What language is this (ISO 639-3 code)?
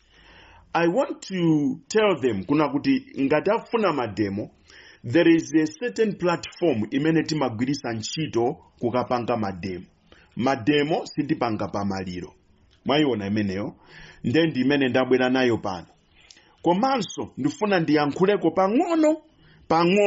nya